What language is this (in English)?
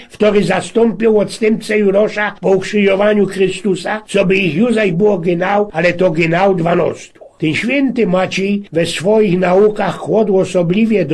Silesian